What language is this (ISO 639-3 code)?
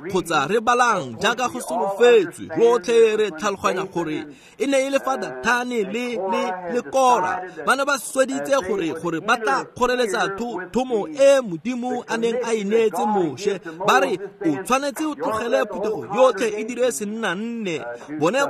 tsn